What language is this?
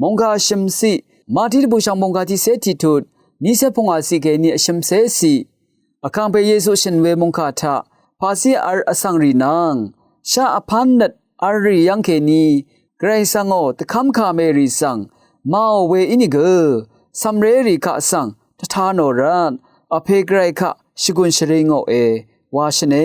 Rawang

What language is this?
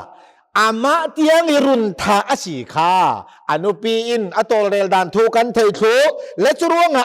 Hakha Chin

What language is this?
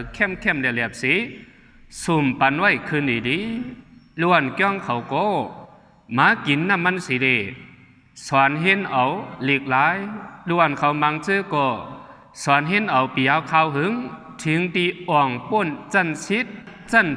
Shan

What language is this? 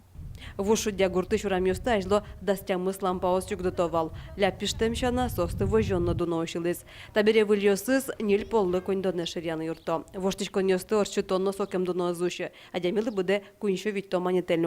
Udmurt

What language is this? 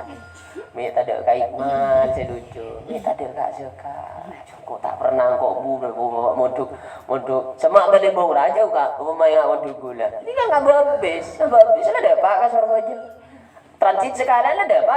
Madurese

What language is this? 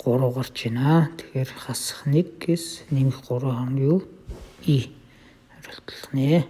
Mongolian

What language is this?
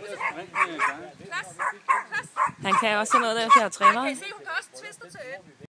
Danish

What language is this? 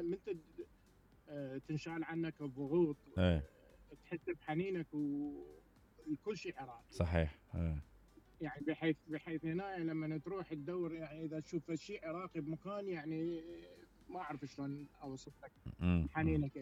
Mesopotamian Arabic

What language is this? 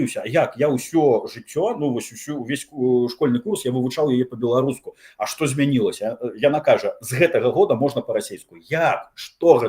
Belarusian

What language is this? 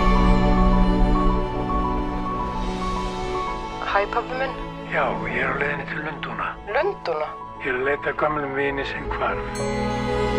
Icelandic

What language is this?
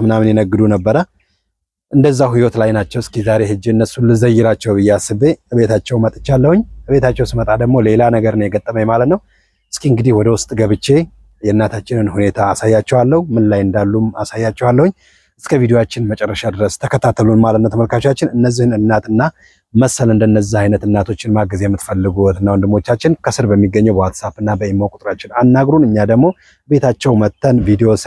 Amharic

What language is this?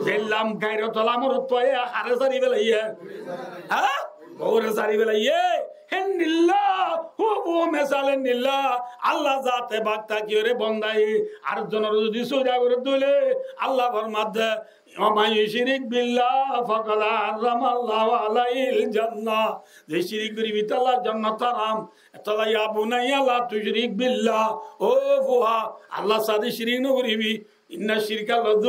Rohingya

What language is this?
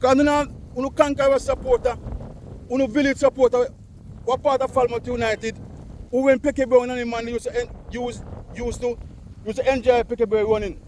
Jamaican Creole English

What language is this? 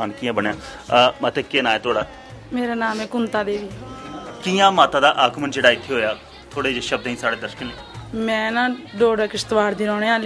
Dogri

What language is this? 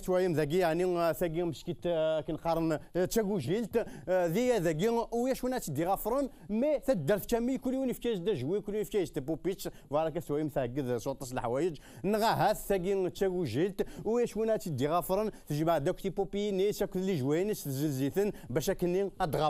Kabyle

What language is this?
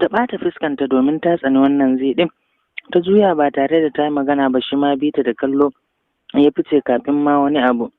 Hausa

